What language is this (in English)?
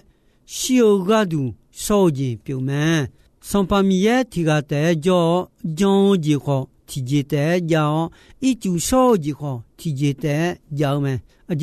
Akha